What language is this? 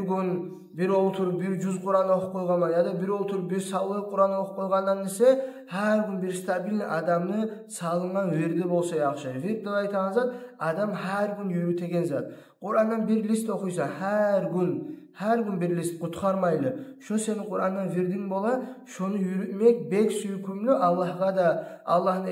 Kumyk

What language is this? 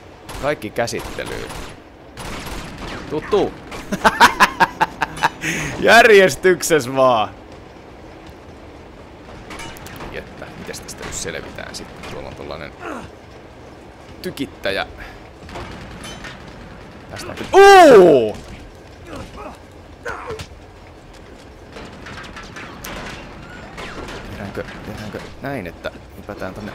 Finnish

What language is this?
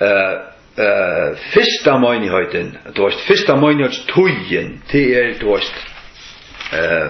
Faroese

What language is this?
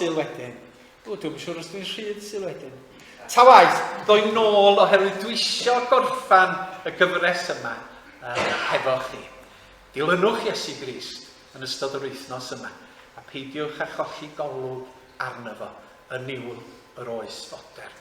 Welsh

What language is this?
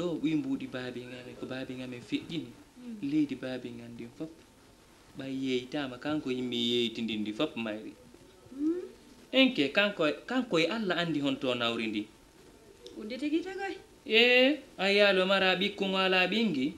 Fula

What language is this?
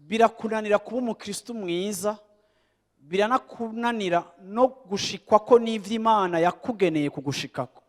Rundi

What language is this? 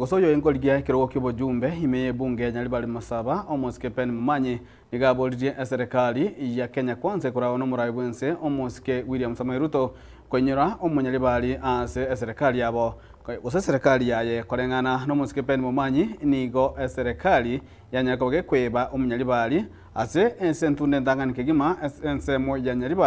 Gusii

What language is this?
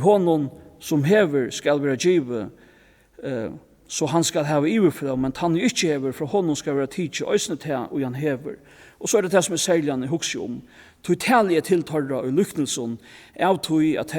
Faroese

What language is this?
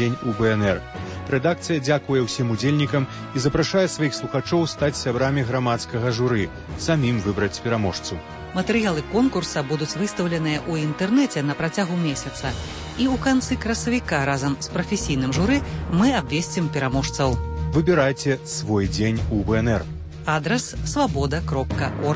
Belarusian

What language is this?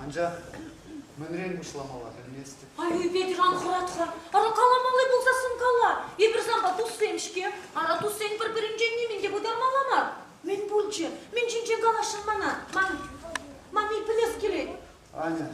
Chuvash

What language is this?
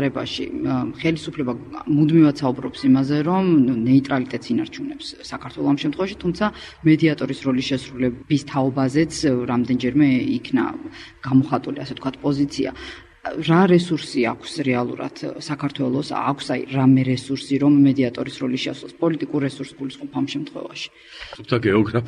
Georgian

